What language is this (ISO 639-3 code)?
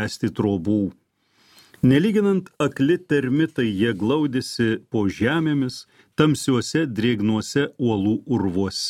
lit